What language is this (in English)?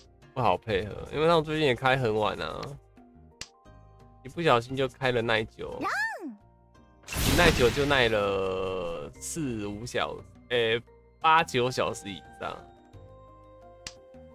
Chinese